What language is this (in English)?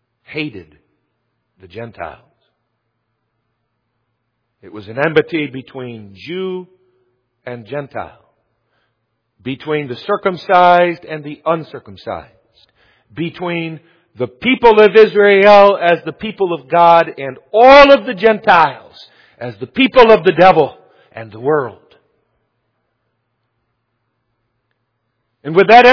English